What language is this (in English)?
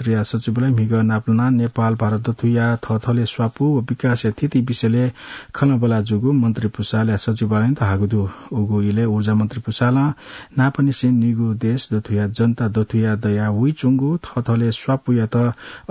Newari